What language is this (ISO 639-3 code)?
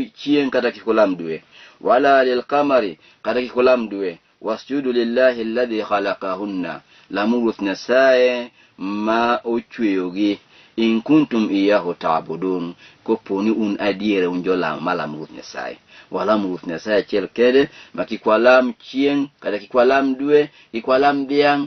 luo